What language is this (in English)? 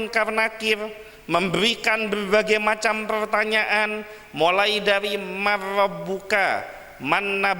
Madurese